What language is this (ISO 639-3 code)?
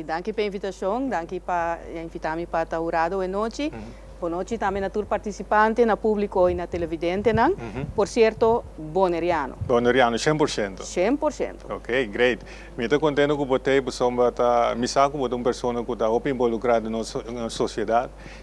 pap